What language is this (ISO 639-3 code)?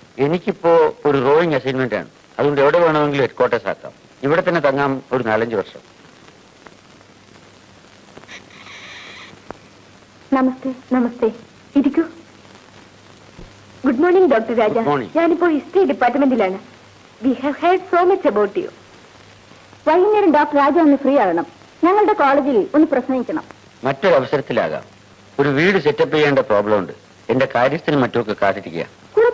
mal